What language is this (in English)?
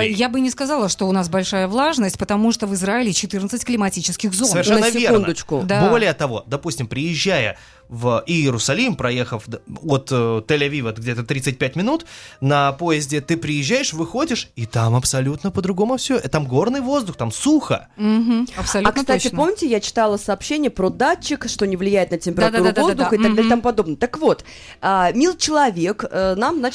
Russian